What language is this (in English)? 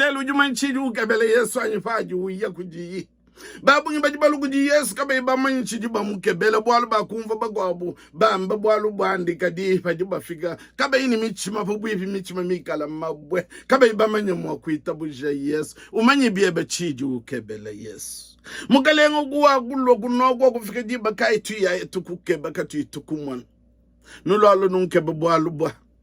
Luba-Lulua